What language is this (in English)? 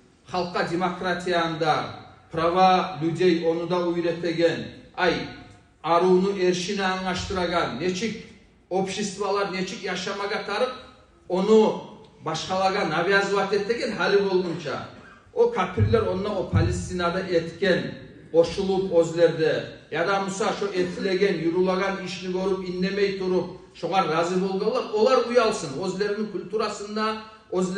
Kumyk